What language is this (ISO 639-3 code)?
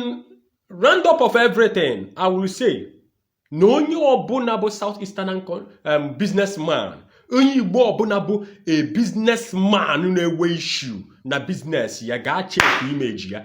ibo